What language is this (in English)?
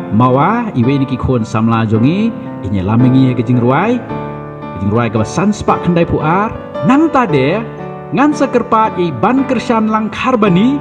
Khasi